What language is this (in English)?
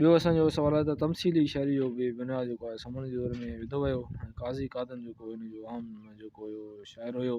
Sindhi